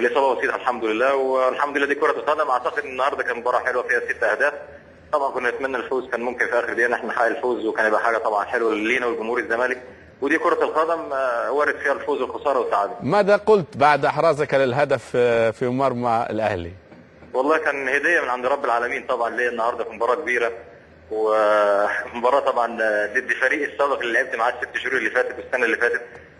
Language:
Egyptian Arabic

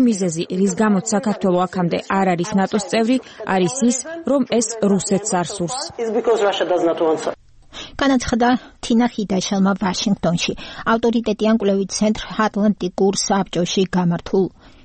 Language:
Georgian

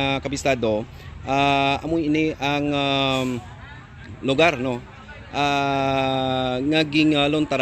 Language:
Hiligaynon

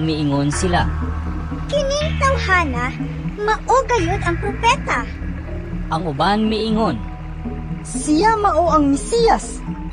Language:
Cebuano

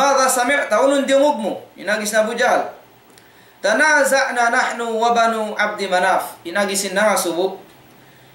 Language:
Tausug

